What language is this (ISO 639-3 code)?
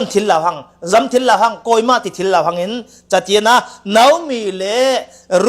cfm